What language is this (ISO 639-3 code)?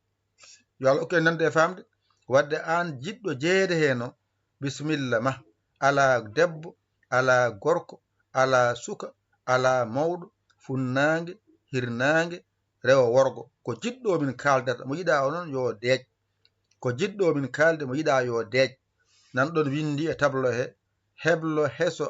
ful